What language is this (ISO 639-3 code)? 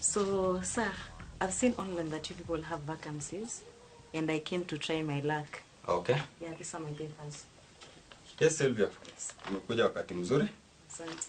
luo